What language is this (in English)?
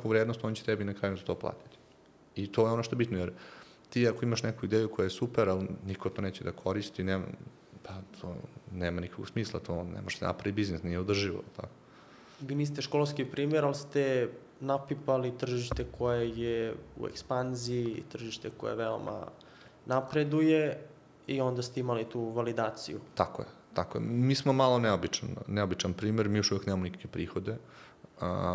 Serbian